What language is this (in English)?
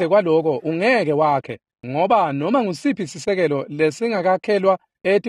Swati